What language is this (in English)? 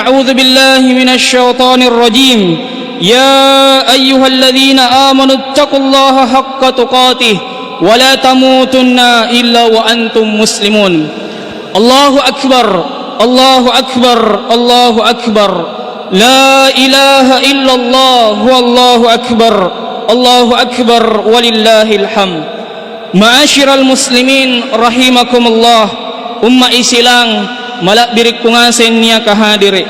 Makasar